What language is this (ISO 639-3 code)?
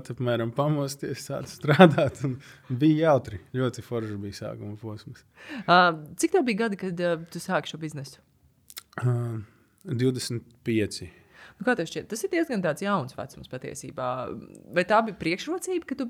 lav